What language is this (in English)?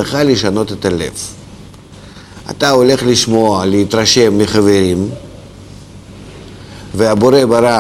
Hebrew